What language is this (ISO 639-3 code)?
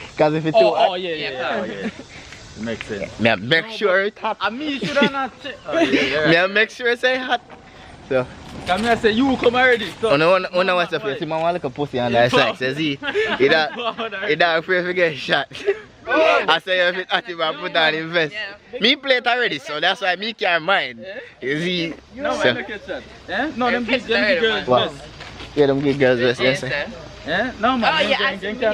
jam